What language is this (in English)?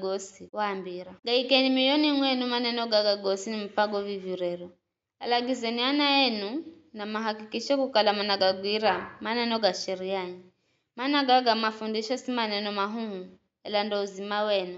Giryama